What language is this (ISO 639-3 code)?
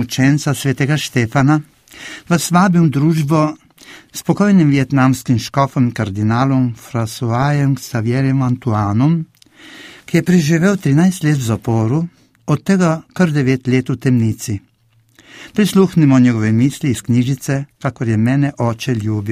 slv